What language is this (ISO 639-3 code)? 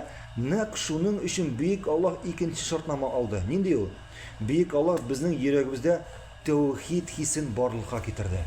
tat